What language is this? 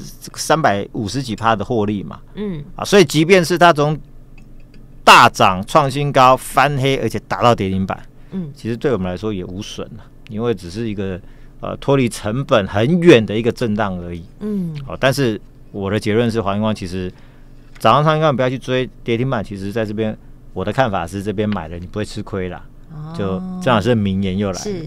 Chinese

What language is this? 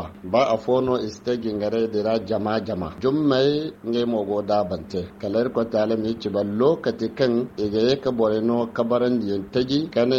Zarma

